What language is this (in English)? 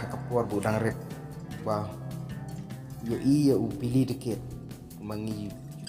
Khasi